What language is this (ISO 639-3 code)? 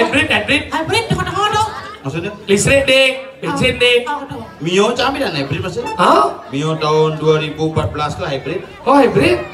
ind